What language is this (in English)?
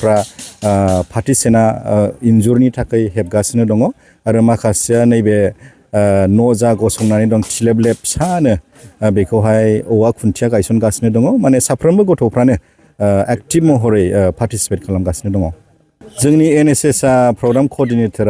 Bodo